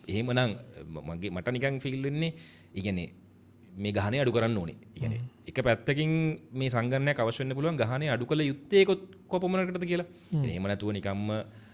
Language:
Sinhala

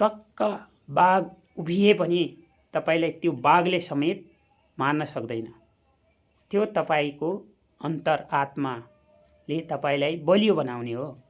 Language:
Nepali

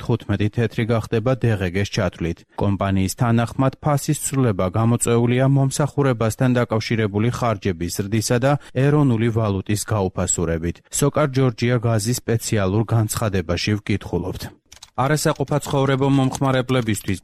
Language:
Georgian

